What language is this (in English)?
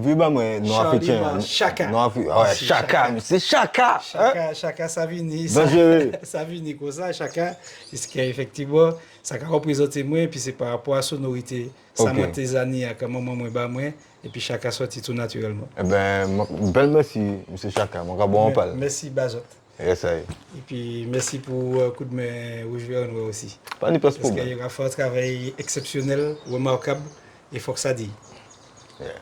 Guadeloupean Creole French